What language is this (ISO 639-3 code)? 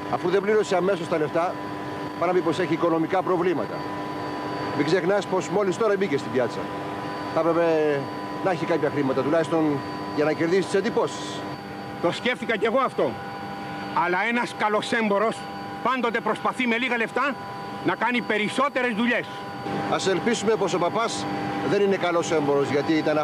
ell